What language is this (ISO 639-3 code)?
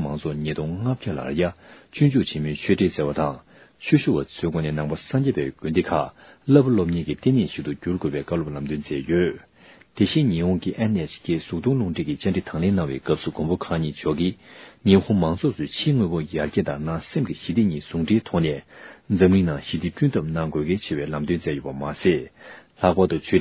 bod